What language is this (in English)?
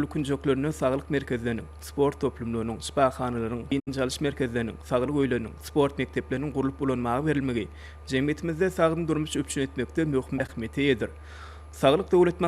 Turkmen